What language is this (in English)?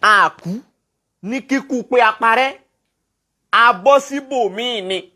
Yoruba